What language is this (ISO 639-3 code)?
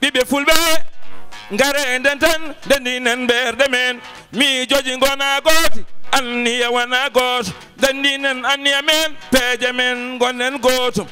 ful